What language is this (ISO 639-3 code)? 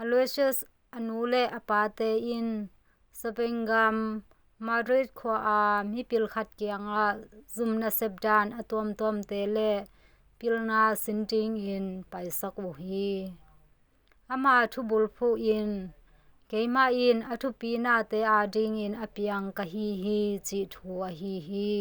ctd